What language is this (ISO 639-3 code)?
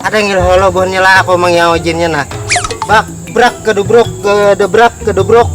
bjn